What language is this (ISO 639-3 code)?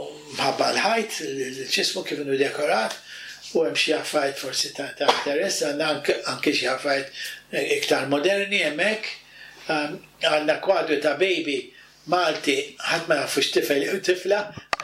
mlt